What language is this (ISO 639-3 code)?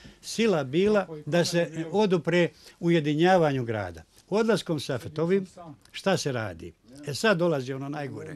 bos